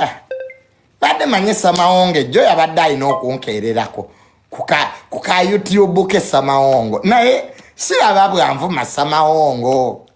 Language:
Ganda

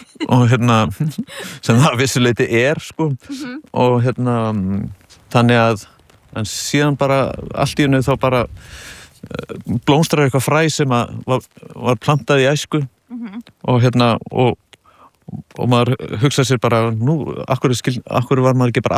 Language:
Icelandic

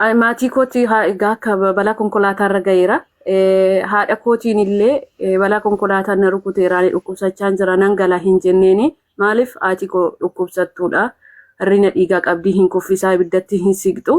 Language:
Oromo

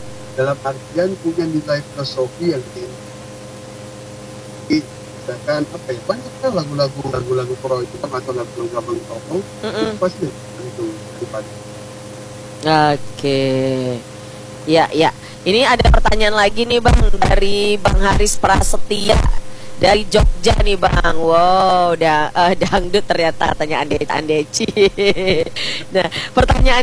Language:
Indonesian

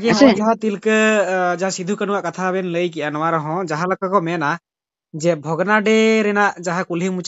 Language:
Santali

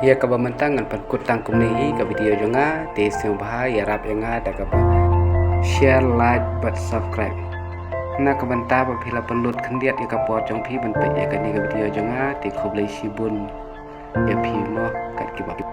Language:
Khasi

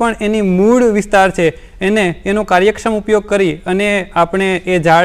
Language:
Gujarati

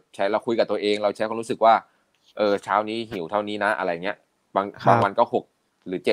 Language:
Thai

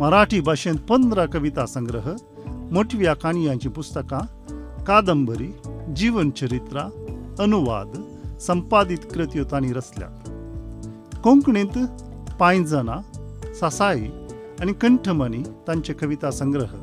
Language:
Konkani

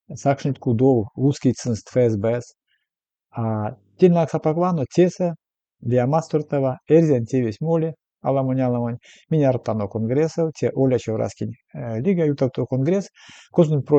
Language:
Erzya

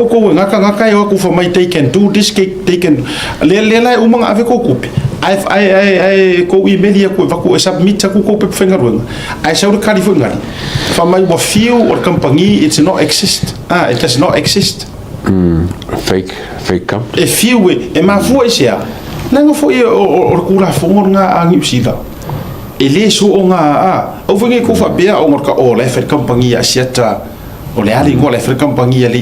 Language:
Samoan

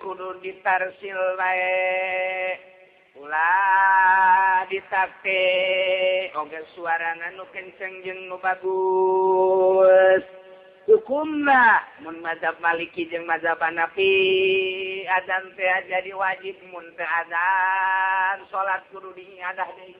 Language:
Sundanese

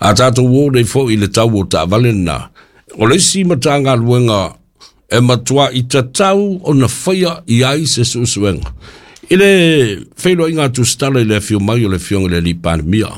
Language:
Samoan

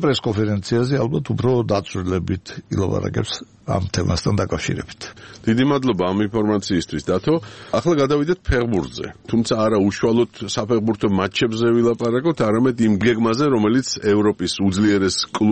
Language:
Georgian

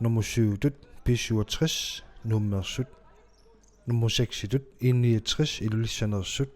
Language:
Kalaallisut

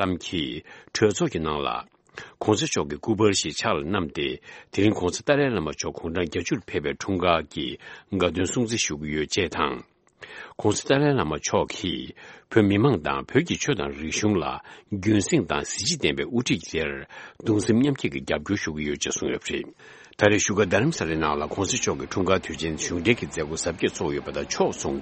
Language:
Tibetan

